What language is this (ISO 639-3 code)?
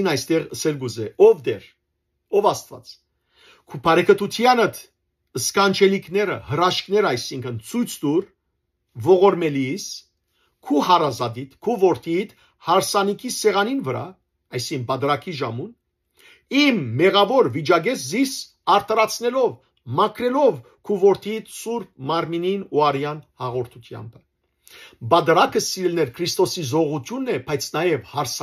hyw